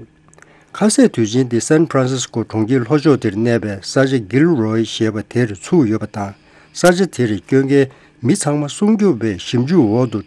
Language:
Tibetan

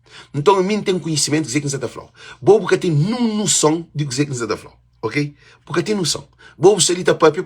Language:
Kabuverdianu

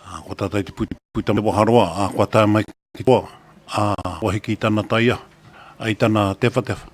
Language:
Māori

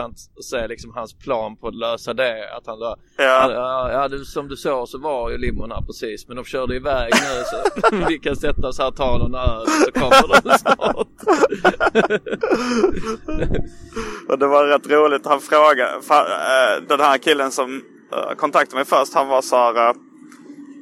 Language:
Swedish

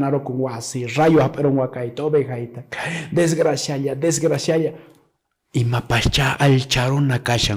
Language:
Quechua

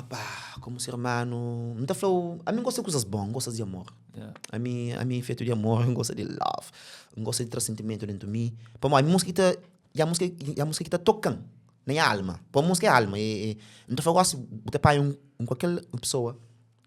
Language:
Kabuverdianu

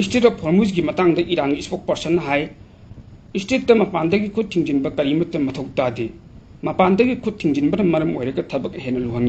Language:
Manipuri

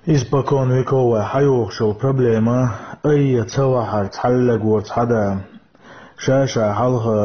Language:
Chechen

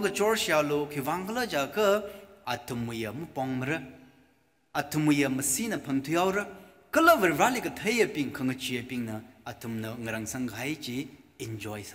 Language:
Tangkhul Naga (India)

